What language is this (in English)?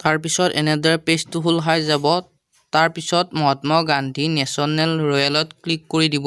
Assamese